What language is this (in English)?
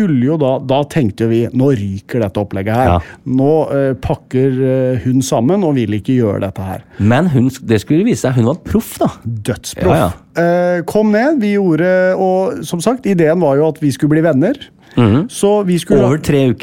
Norwegian